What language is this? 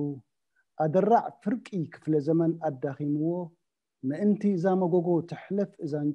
Tigrinya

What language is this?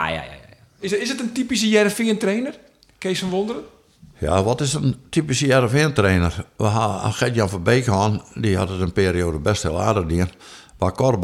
Western Frisian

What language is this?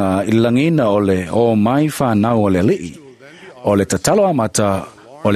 Samoan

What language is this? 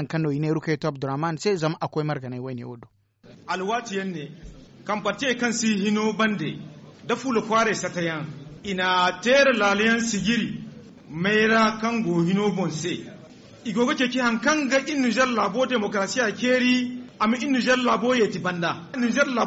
Zarma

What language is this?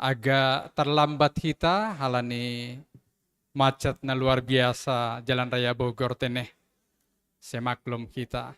Batak Simalungun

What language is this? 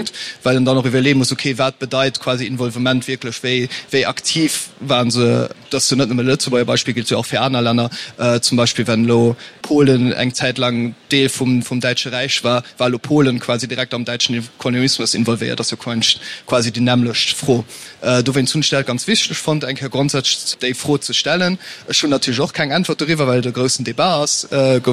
Luxembourgish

